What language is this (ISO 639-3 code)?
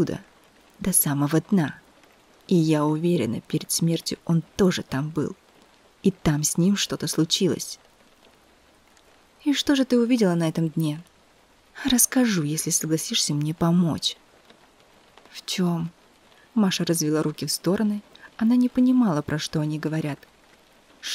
rus